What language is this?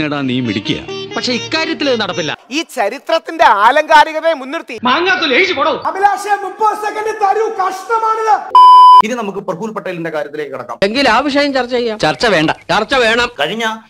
Malayalam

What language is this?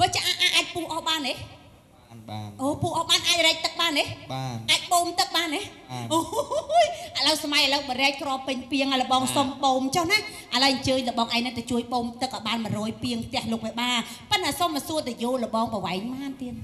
Khmer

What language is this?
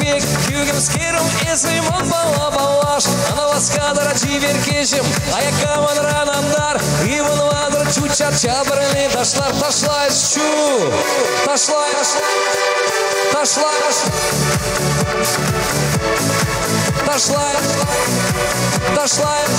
Chuvash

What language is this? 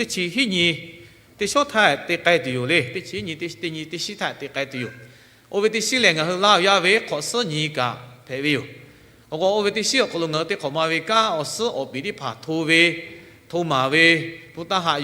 Lahu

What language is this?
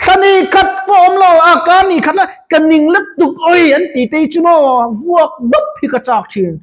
Mizo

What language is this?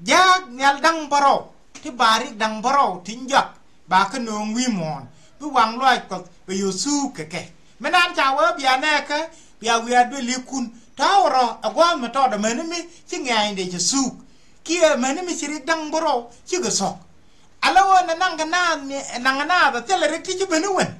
Nuer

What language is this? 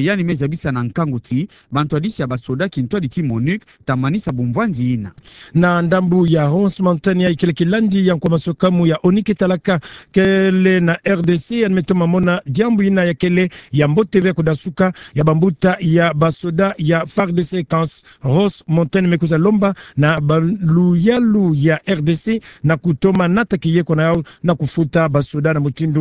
Kituba (Democratic Republic of Congo)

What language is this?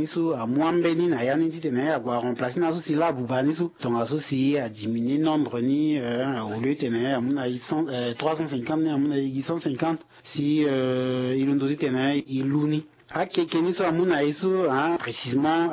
Sango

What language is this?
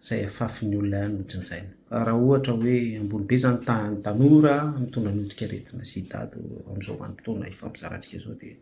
Malagasy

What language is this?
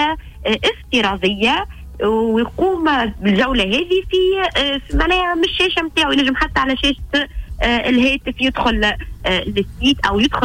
Tunisian Arabic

